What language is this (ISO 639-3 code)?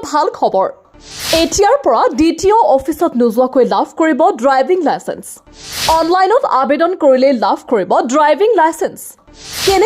asm